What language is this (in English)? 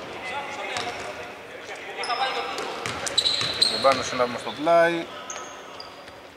Greek